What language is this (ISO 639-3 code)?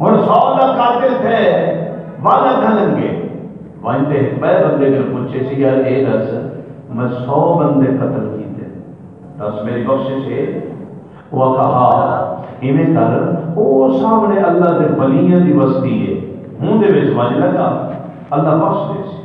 skr